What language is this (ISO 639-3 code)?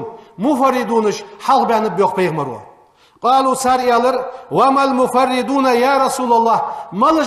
inh